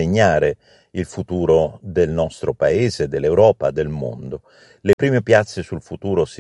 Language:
Italian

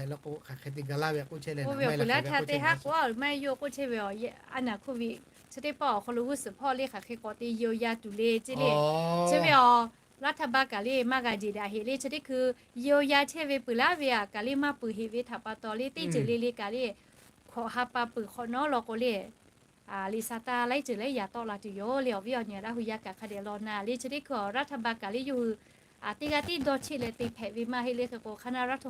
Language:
Lahu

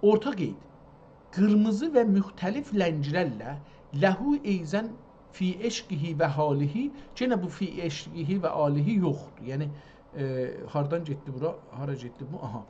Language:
South Azerbaijani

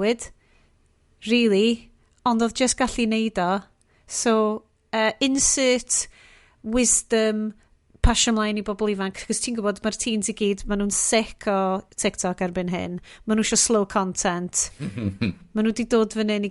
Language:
Welsh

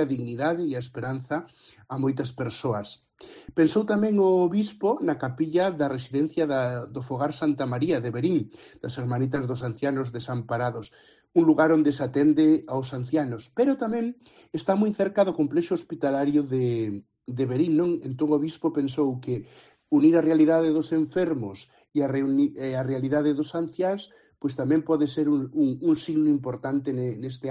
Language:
Galician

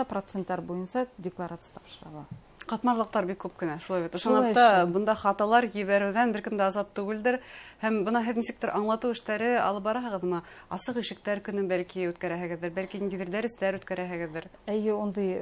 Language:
Bashkir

